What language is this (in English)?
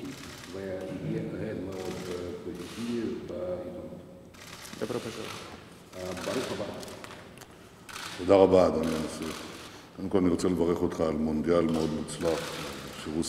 Hebrew